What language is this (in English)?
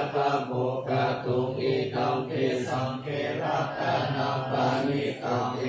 Pali